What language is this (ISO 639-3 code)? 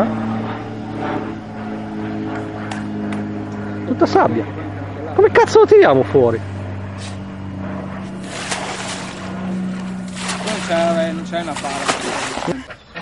ita